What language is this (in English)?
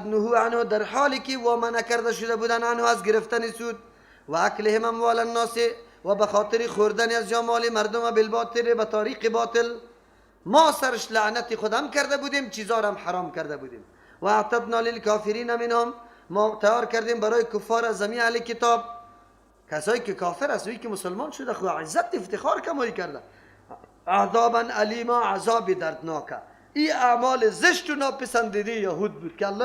Persian